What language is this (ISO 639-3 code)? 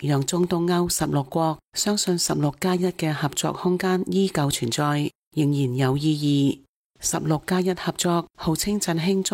yue